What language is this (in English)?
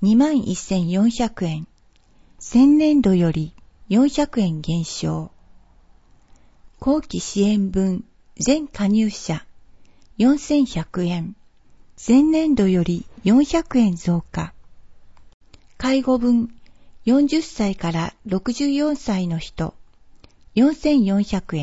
Japanese